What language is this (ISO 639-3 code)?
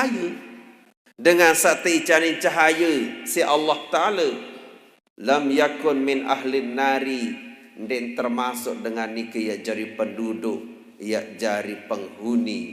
sas